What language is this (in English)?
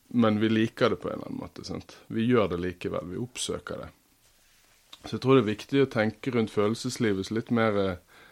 Norwegian